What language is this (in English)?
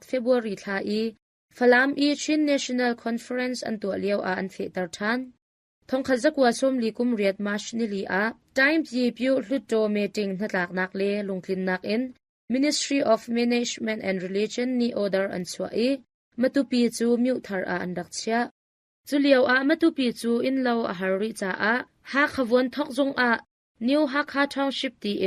Hakha Chin